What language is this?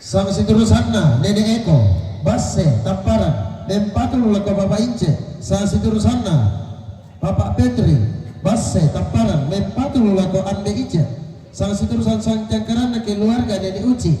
Toraja-Sa'dan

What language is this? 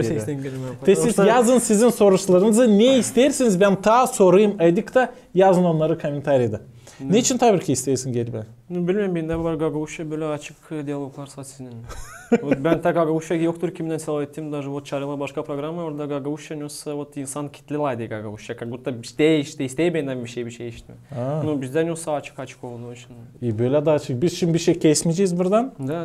Gagauz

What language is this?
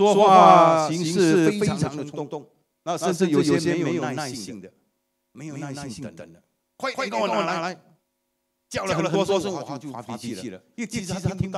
Chinese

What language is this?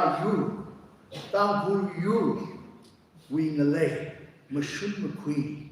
Tangkhul Naga (India)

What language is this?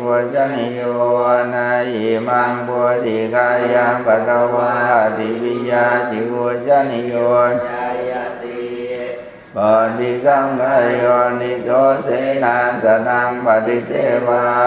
Pali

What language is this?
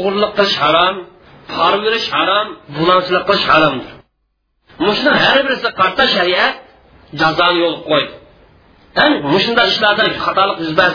Uyghur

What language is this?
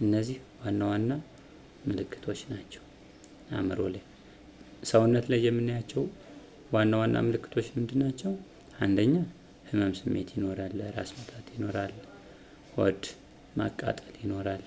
Amharic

